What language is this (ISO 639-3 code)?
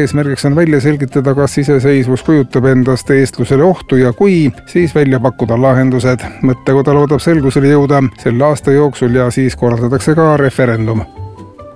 est